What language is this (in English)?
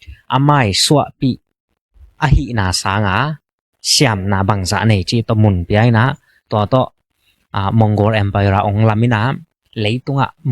Tedim Chin